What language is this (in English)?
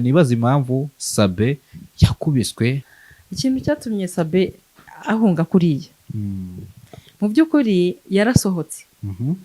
Kinyarwanda